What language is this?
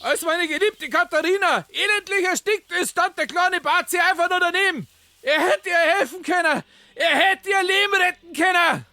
Bavarian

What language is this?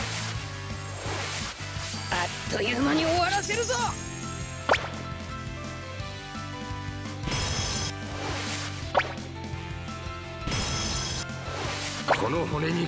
Japanese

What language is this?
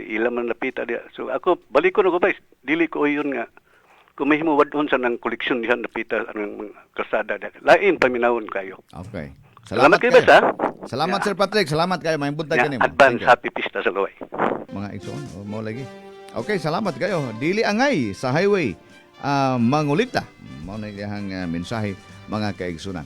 Cebuano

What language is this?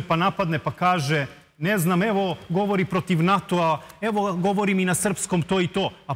Serbian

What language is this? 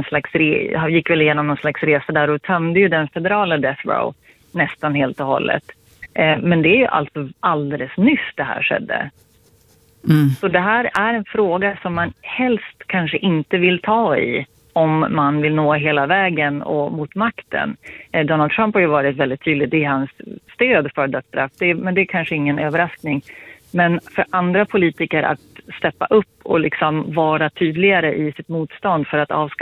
Swedish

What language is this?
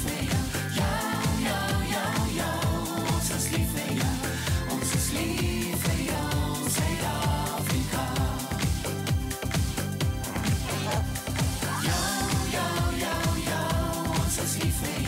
Afrikaans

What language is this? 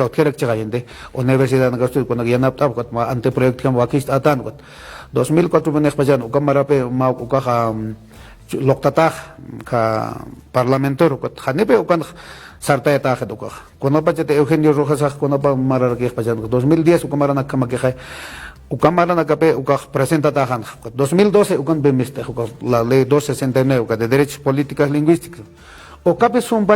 Aymara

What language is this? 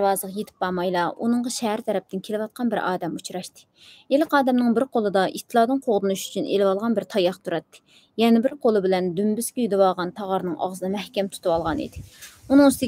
Uyghur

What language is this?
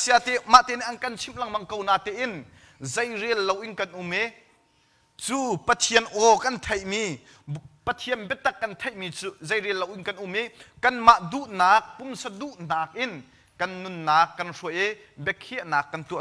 Hakha Chin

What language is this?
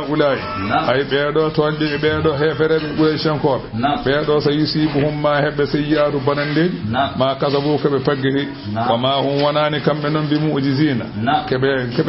Fula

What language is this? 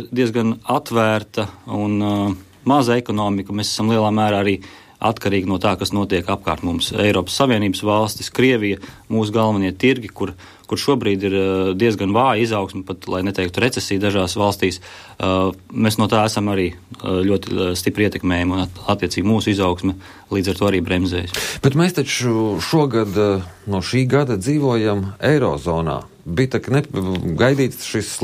Latvian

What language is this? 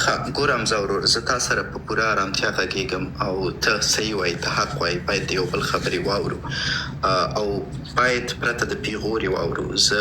Pashto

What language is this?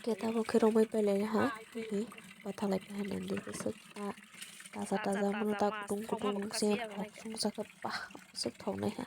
Kok Borok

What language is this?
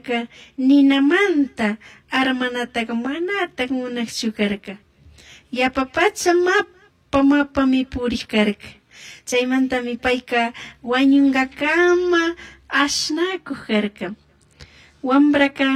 Chimborazo Highland Quichua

